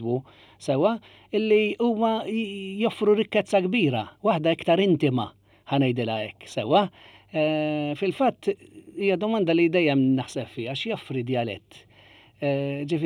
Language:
Maltese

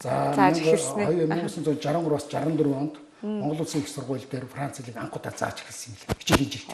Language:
Mongolian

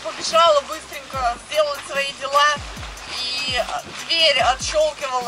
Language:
Russian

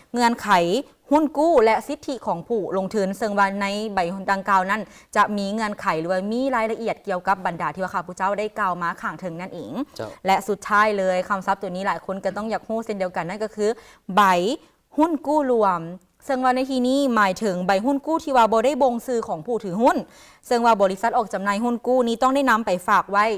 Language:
Lao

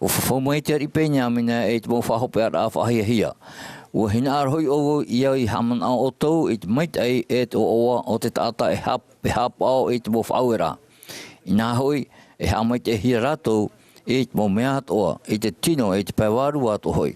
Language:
Tahitian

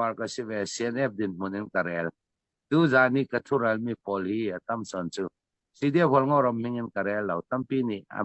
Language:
Hakha Chin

